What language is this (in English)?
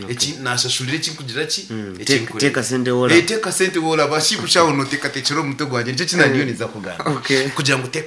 Nyankole